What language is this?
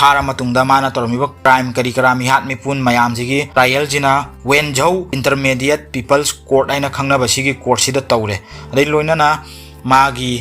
Manipuri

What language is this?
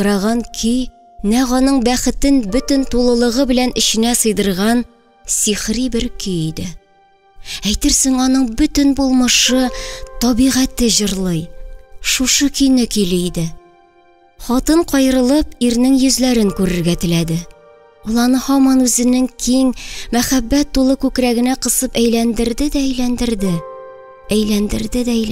Tatar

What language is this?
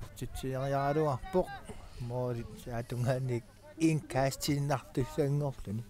Kalaallisut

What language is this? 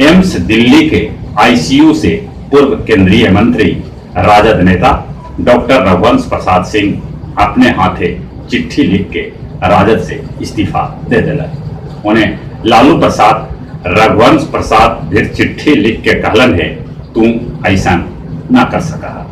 Magahi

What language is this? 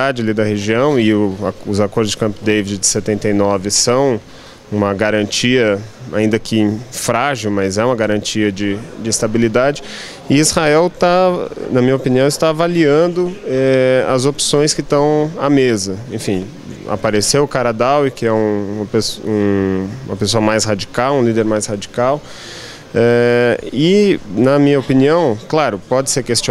Portuguese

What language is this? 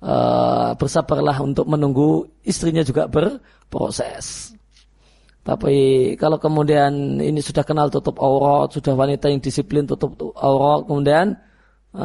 Indonesian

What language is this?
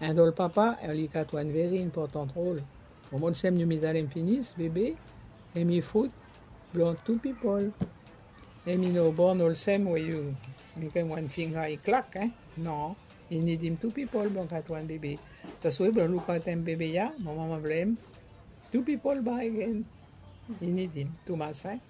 Bislama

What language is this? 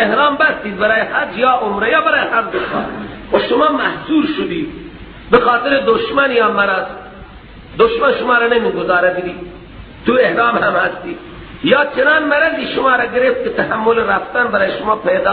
Persian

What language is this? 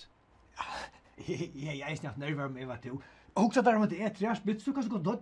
Faroese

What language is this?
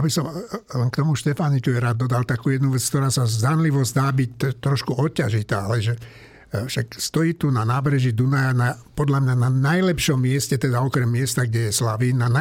Slovak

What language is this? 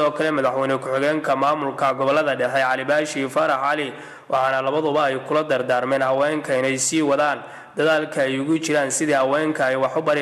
Somali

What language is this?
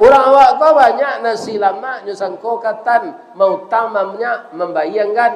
Minangkabau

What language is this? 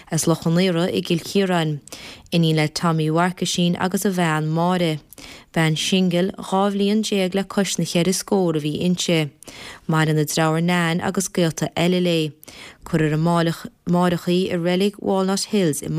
Irish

